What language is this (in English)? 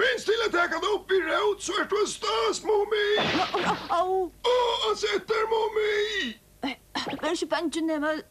Faroese